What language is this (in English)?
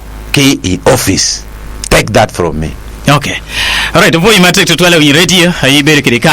Acoli